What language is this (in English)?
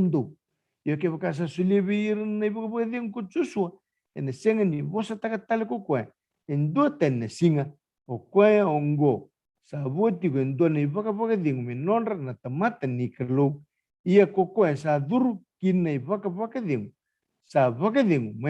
Fijian